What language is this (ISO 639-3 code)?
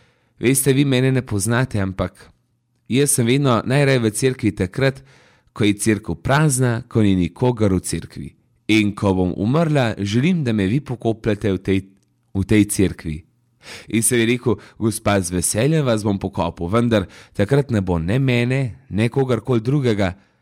slv